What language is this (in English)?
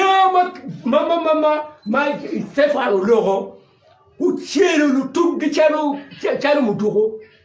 Acoli